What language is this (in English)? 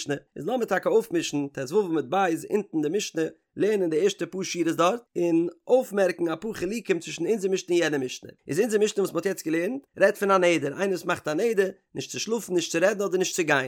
Yiddish